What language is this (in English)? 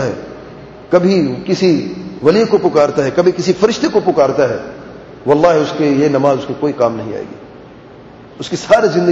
Urdu